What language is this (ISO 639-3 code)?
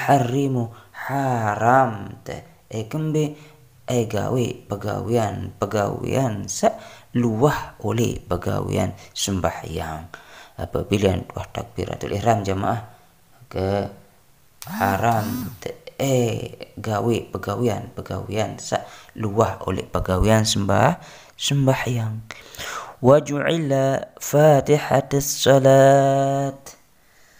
sas